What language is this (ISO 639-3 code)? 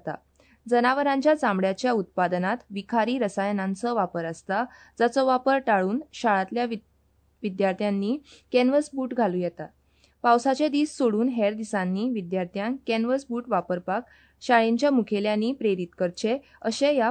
kok